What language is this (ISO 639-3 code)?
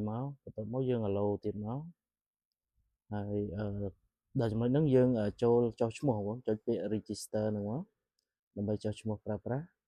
khm